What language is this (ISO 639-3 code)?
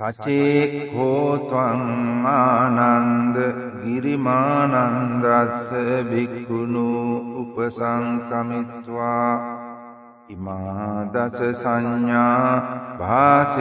pli